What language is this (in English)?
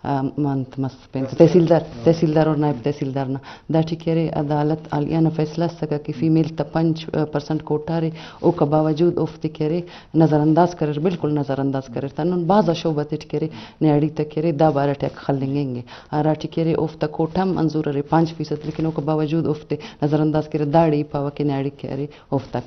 Eastern Balochi